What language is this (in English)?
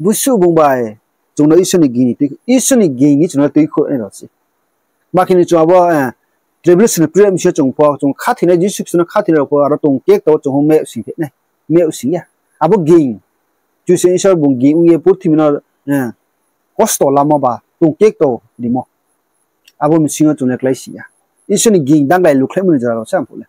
Riang (India)